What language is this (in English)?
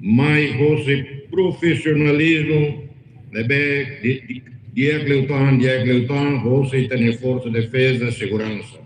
Tetum